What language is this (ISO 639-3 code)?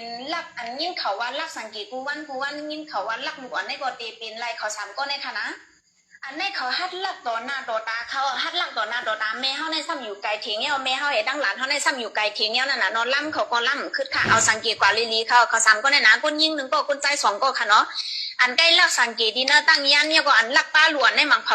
shn